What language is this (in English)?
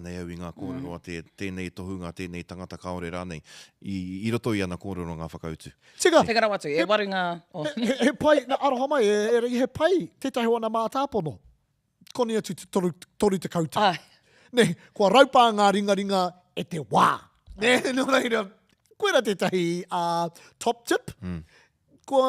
Māori